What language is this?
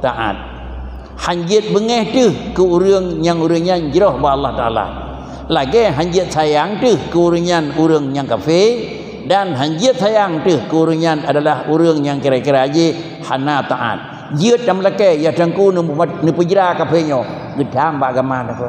Achinese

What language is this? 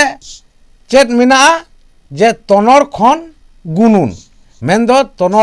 Santali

